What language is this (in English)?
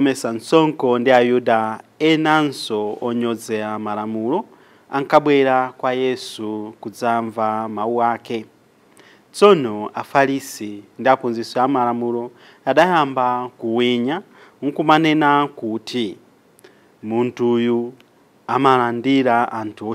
Nyanja